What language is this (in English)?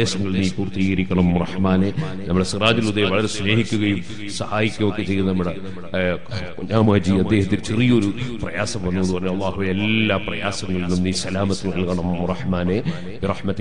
Malayalam